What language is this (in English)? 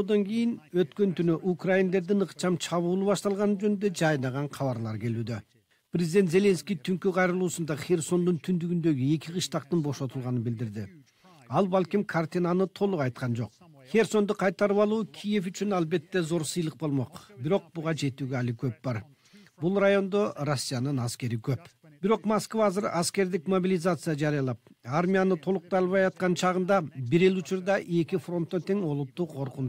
Kyrgyz